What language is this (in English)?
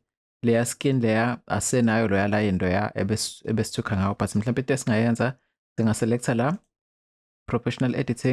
Zulu